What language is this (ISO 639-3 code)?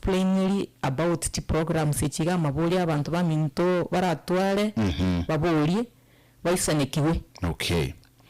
guz